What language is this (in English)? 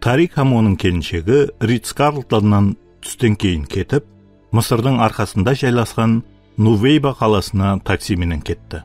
Kara-Kalpak